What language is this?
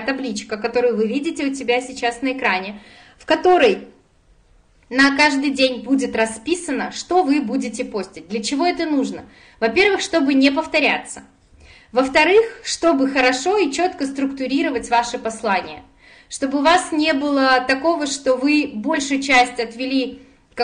Russian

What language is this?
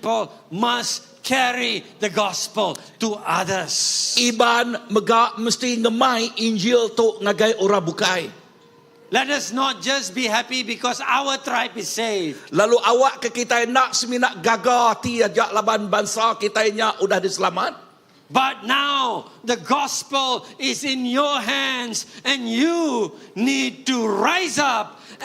Iban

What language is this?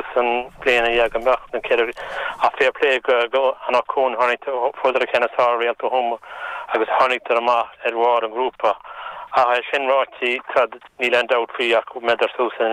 Irish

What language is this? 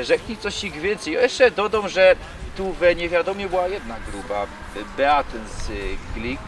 Silesian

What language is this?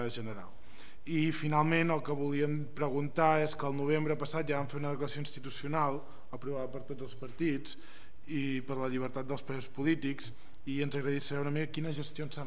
Catalan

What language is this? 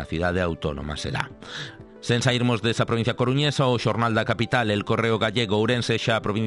Galician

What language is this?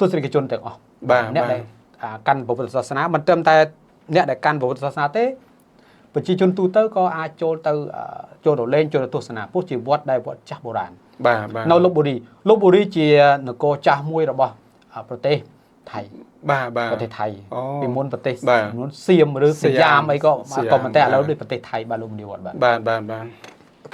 Khmer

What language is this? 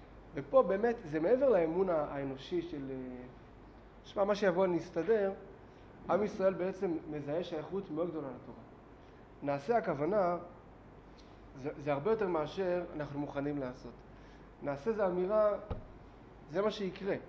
Hebrew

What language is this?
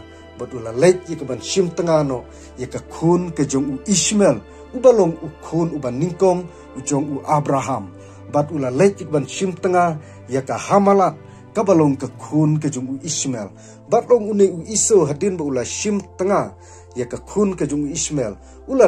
Khasi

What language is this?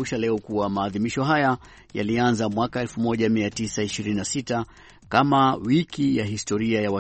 Swahili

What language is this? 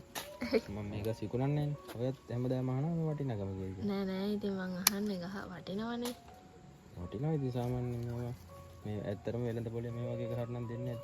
Sinhala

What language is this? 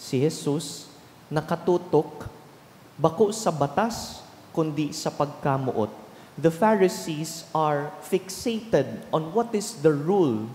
Bikol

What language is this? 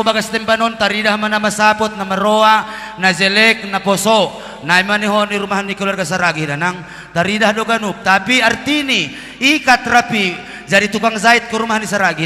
Batak Simalungun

